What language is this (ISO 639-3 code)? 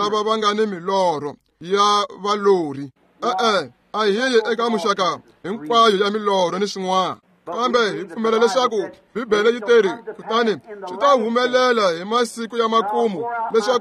tso